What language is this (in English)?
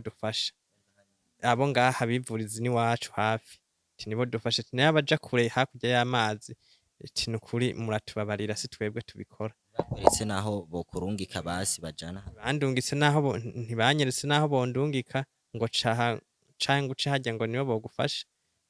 Rundi